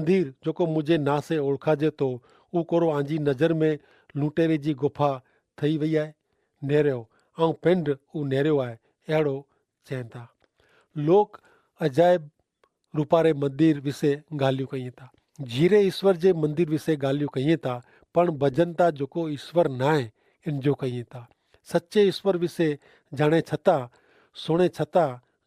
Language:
Kachhi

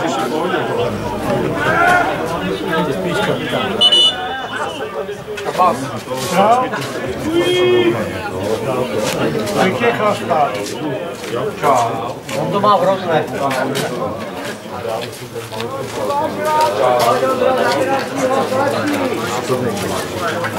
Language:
Czech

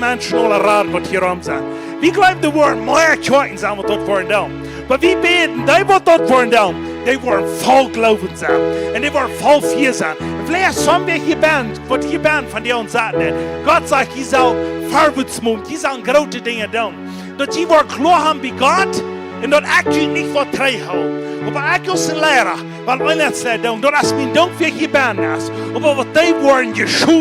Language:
Plautdietsch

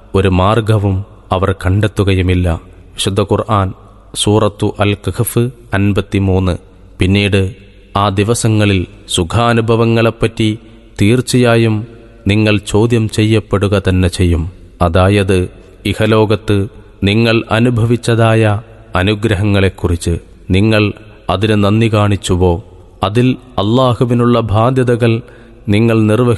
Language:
Malayalam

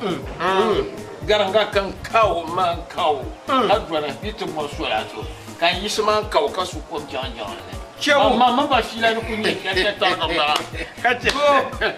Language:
Dagbani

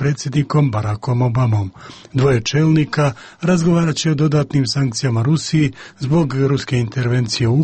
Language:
Croatian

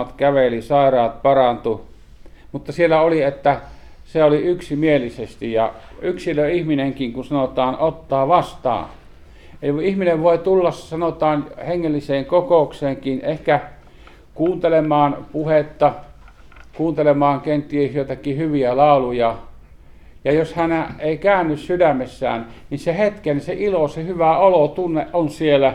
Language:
Finnish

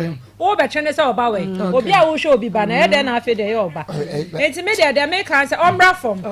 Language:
Akan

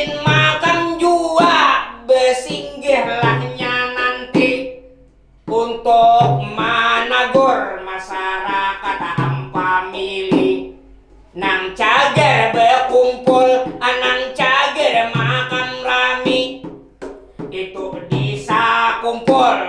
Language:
Banjar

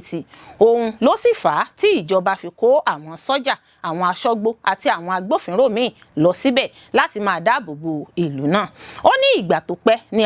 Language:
Yoruba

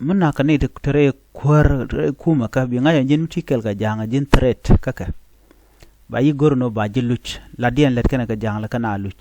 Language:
Nuer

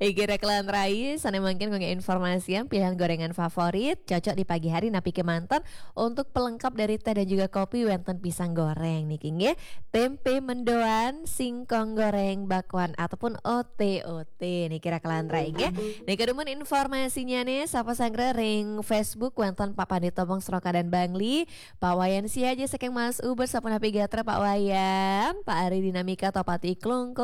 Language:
Balinese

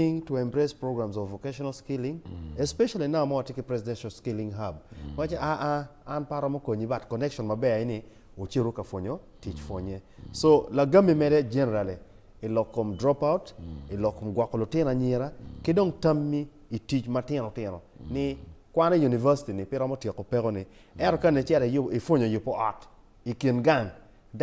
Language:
Acoli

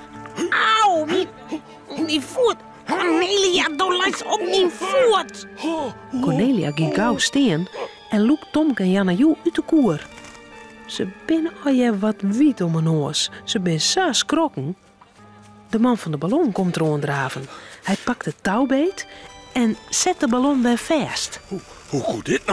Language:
Western Frisian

